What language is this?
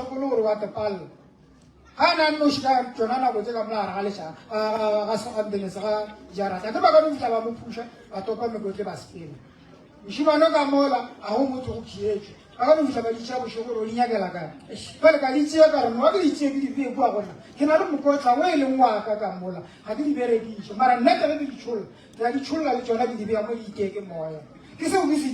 Northern Sotho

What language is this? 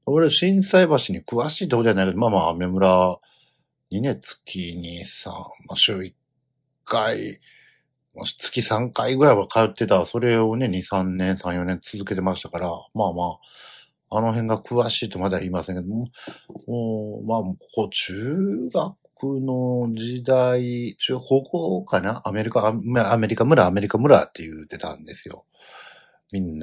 Japanese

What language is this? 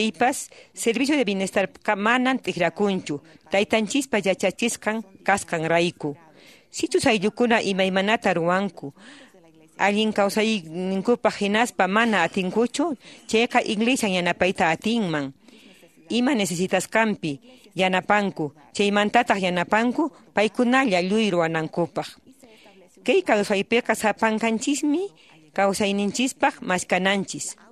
Quechua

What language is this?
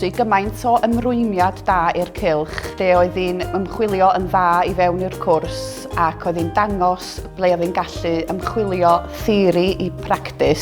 Welsh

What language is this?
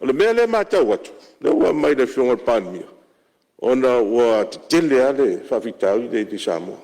Samoan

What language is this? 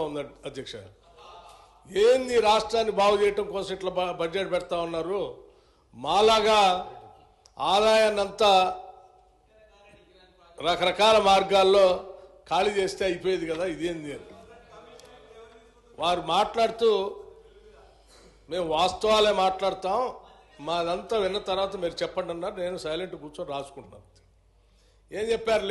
Telugu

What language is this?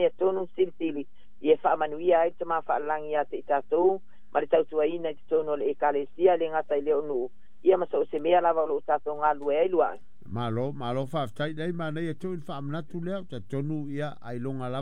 Samoan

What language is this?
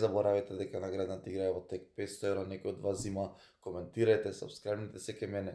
Macedonian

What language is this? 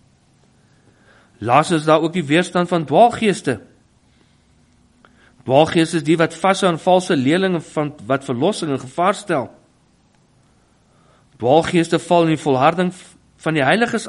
Afrikaans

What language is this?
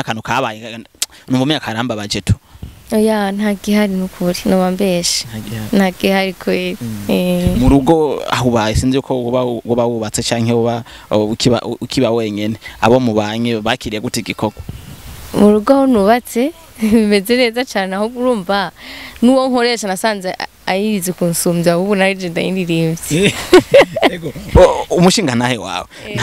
Rundi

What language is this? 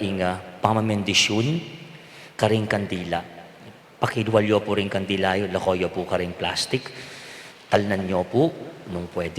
Pampanga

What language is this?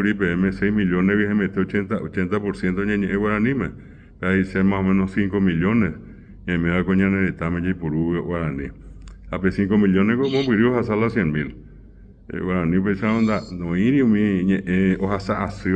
Guarani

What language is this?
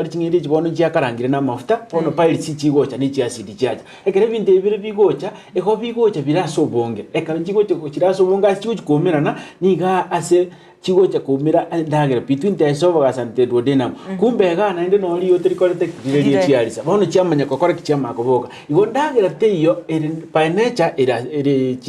Gusii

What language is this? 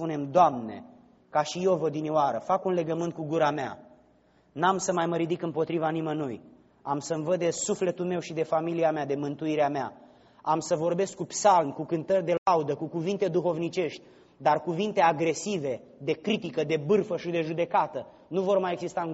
Romanian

